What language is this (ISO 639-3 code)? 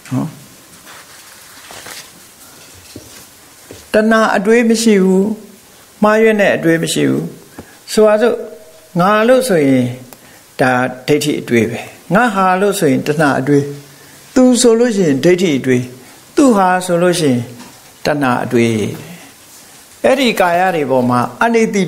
mya